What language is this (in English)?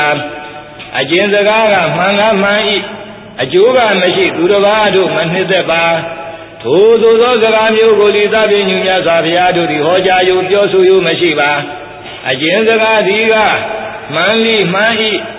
Burmese